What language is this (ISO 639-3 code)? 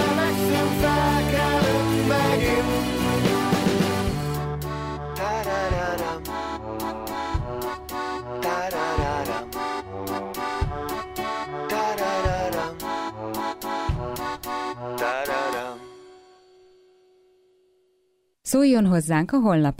hun